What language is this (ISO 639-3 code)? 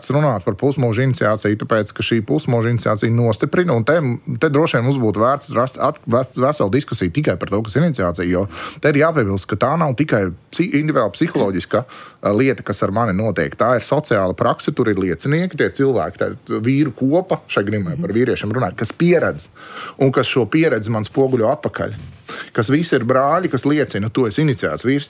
lav